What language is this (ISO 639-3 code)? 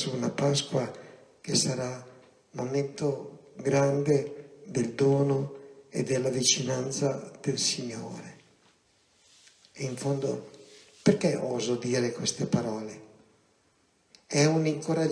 ita